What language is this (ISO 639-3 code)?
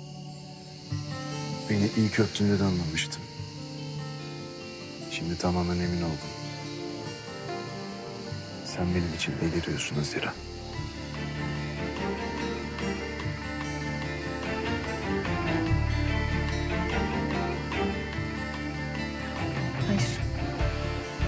tur